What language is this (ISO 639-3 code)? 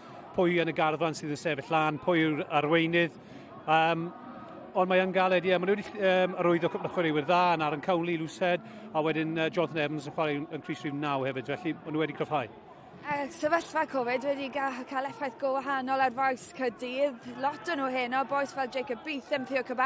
cym